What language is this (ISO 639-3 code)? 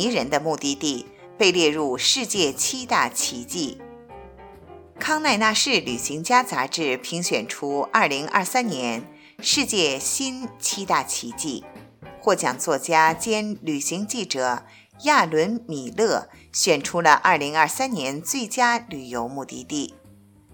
zho